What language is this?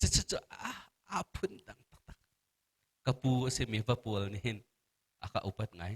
Hakha Chin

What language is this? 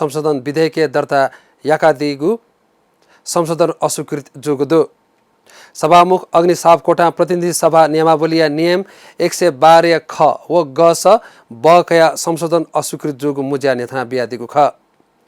Newari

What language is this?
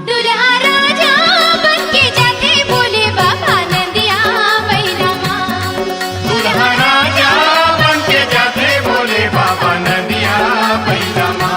Chhattisgarhi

